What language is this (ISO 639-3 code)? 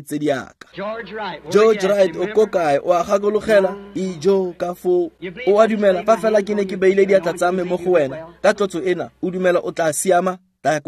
tsn